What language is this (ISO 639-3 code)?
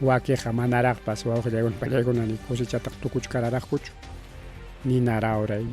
quy